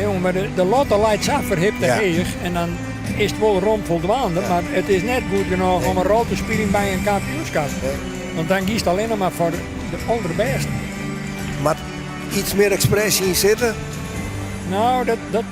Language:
Western Frisian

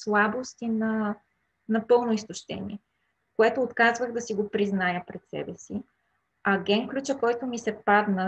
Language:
Bulgarian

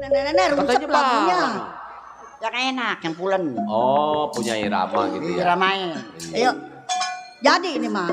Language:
Betawi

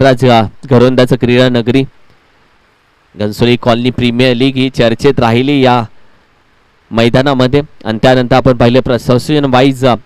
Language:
Marathi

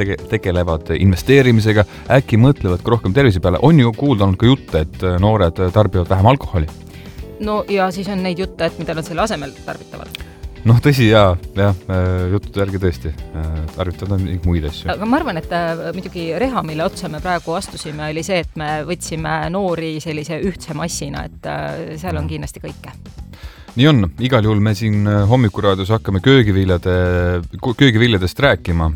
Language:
Estonian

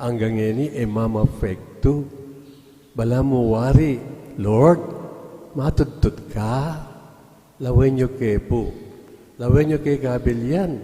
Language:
Pampanga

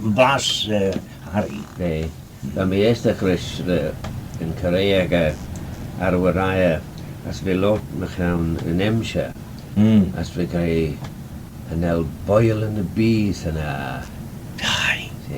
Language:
Manx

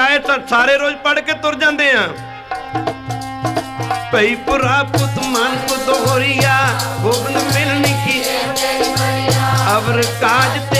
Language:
Punjabi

